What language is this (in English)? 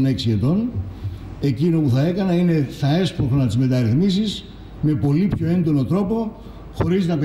Greek